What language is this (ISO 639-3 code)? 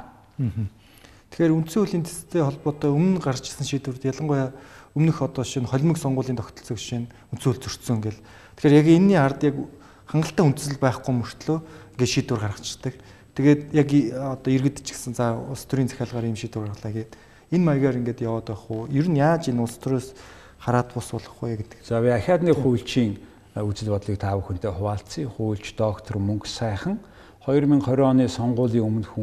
mon